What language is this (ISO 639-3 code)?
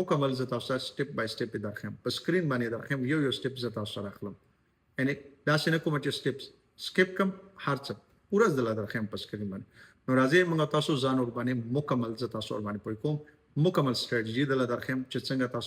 pus